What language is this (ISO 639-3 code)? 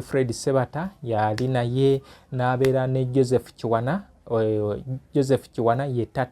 lug